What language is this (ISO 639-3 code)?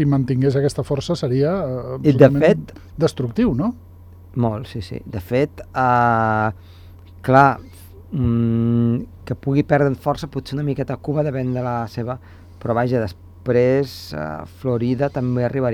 cat